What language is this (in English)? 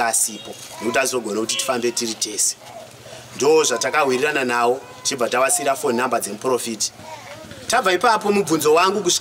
Shona